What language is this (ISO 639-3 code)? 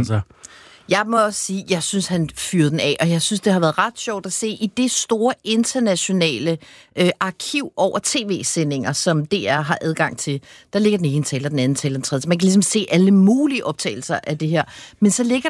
dan